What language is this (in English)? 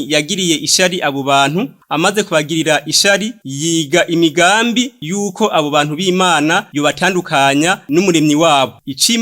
Rundi